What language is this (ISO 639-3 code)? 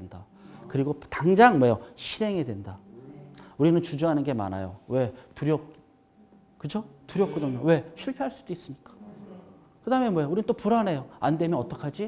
kor